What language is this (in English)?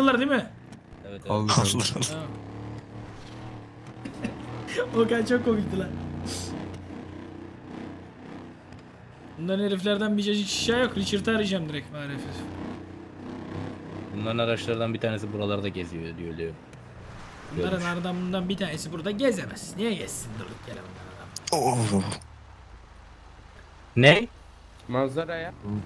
Turkish